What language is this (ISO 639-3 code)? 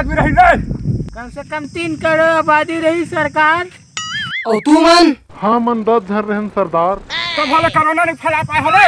hne